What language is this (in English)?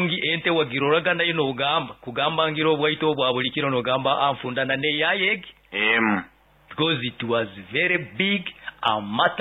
Nyoro